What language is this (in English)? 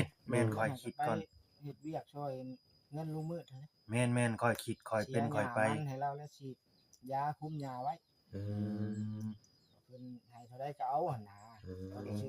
Northeastern Thai